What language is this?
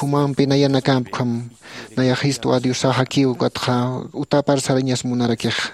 Aymara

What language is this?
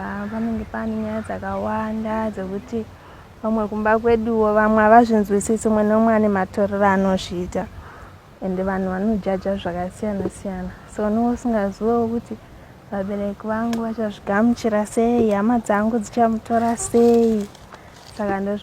Shona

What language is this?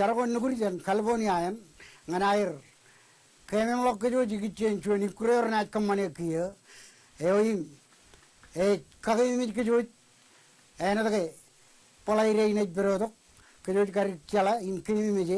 Marshallese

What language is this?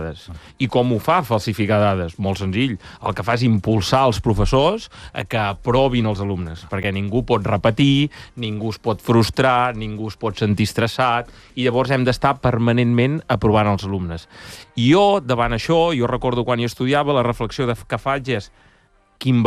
Catalan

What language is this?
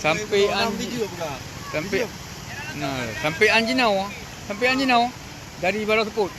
Achinese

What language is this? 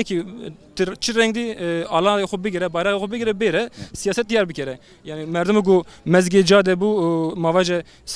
Zaza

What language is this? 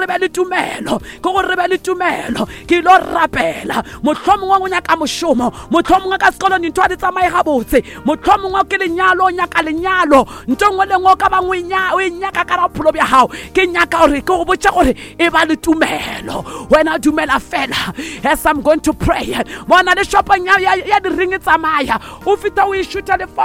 Northern Sotho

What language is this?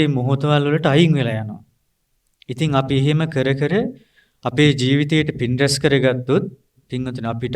Sinhala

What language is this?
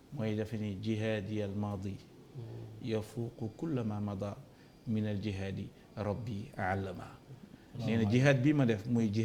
Wolof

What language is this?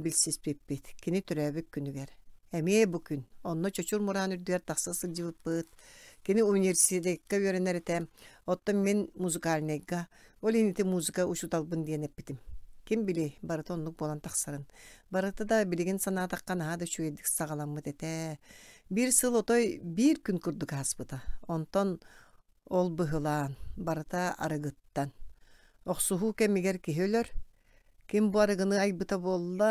Yakut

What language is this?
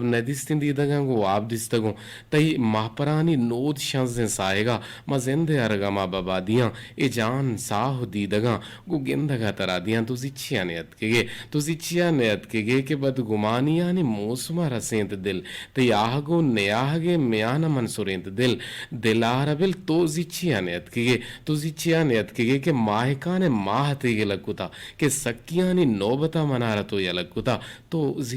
Eastern Balochi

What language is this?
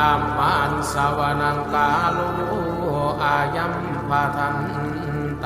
Pali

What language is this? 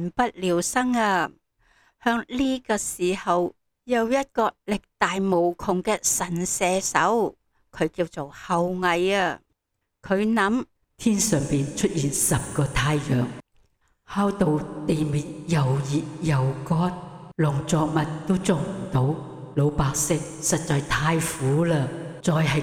Cantonese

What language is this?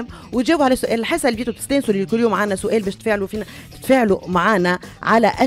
Tunisian Arabic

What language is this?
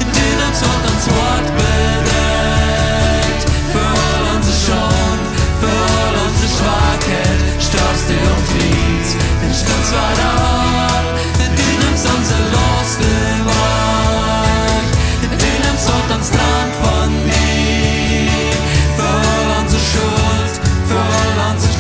Plautdietsch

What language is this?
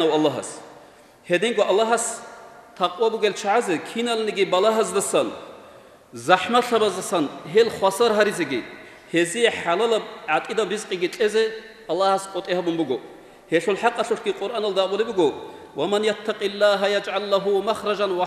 Avaric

